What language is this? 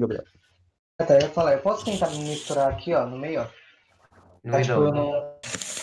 Portuguese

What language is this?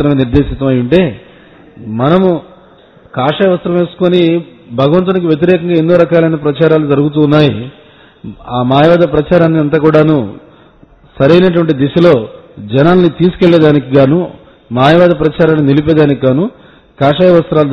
Telugu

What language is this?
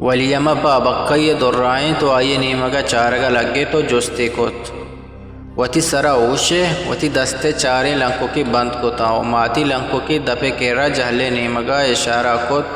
Eastern Balochi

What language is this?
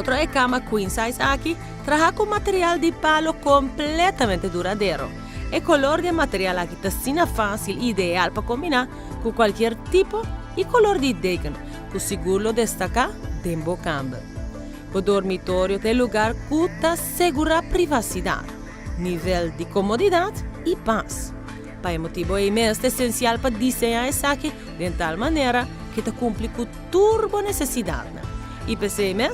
Papiamento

